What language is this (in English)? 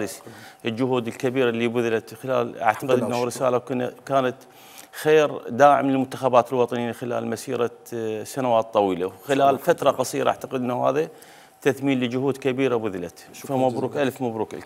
Mesopotamian Arabic